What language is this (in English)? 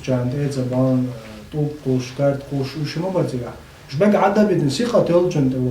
Chechen